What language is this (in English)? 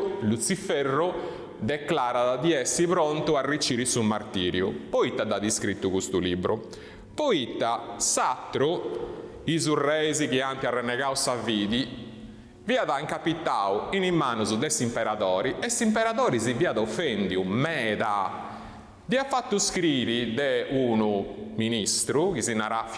Sardinian